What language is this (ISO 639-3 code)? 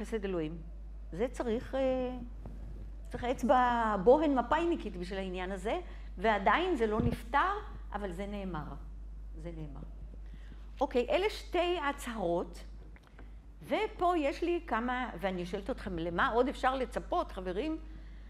heb